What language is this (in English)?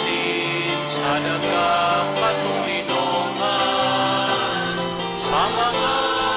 Bikol